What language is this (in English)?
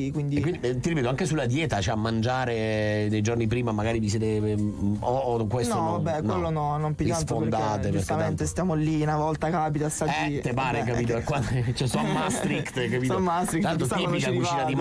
Italian